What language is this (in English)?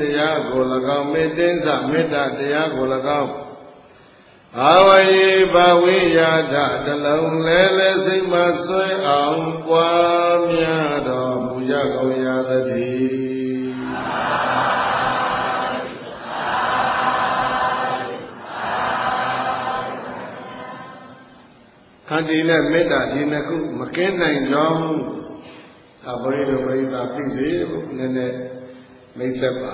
Burmese